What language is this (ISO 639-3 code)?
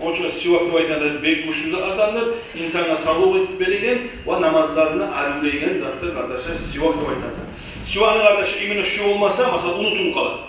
kum